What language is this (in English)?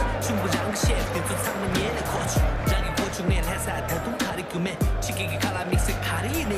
Tibetan